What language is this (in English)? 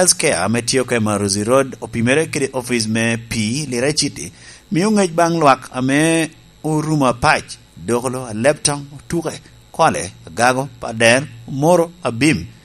Lango (Uganda)